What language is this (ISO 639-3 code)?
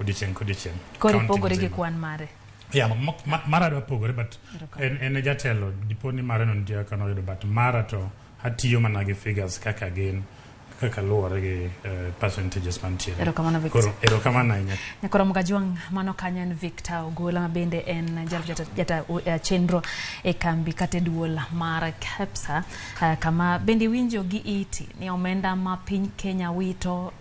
luo